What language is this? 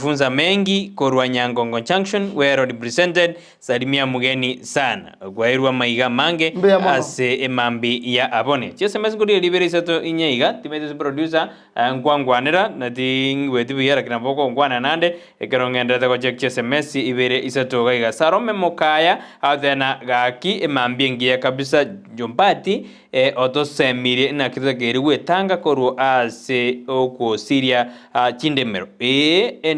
Gusii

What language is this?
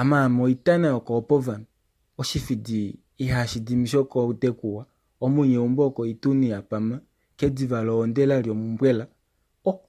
Kuanyama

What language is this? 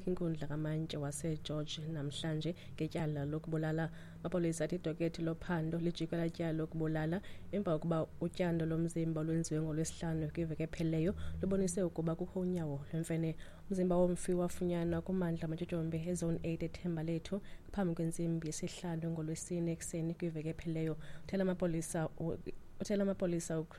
Xhosa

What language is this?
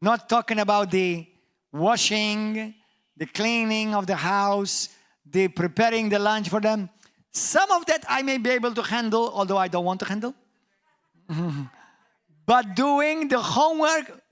English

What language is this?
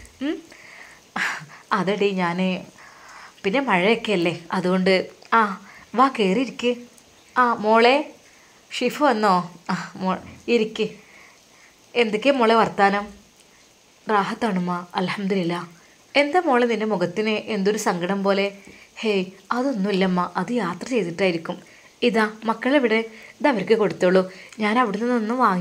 Malayalam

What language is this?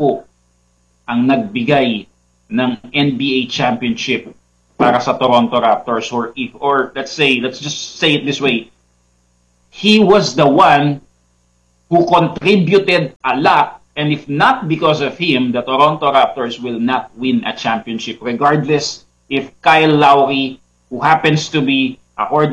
Filipino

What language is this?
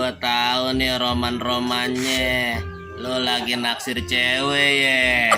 Betawi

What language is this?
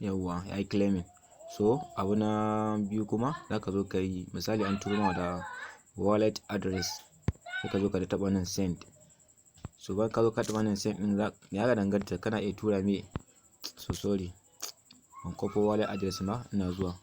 Hausa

